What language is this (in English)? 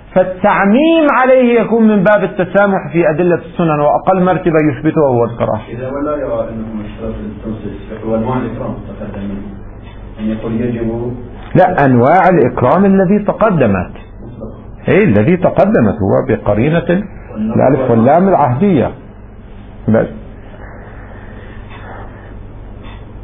Arabic